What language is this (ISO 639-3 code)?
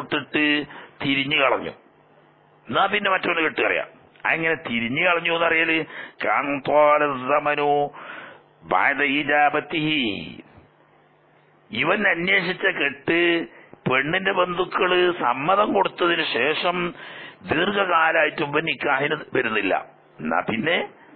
mal